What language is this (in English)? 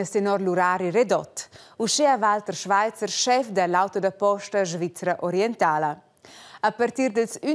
Romansh